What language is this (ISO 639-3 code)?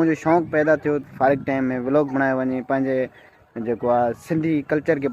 snd